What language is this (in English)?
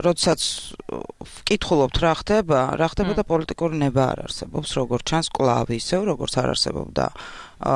Georgian